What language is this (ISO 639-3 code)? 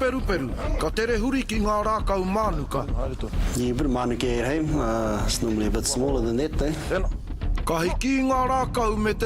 mri